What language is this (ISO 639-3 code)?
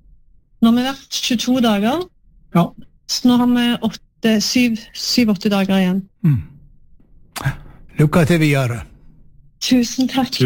nor